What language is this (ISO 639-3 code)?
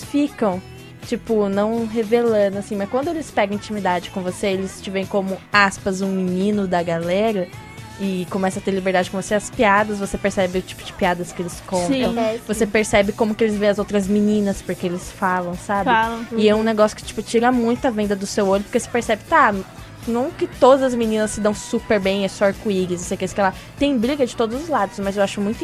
por